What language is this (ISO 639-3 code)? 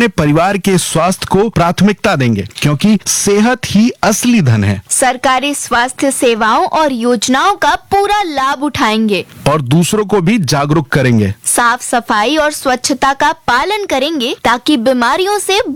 hin